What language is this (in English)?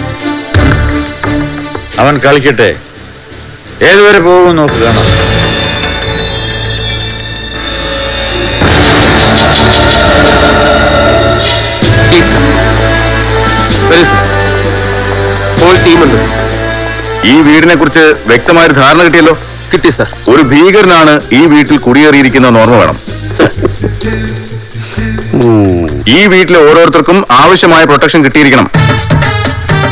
Malayalam